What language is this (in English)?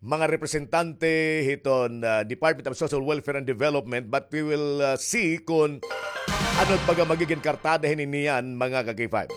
Waray